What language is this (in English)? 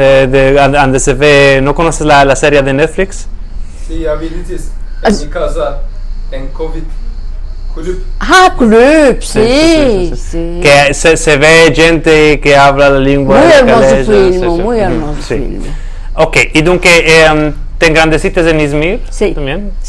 Ladino